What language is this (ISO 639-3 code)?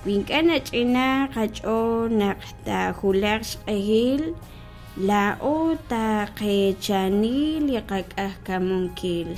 kek